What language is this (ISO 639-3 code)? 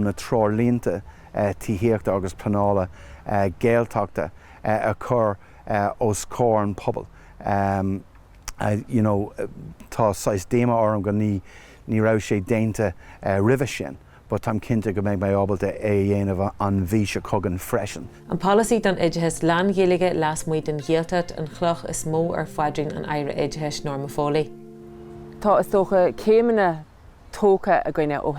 gle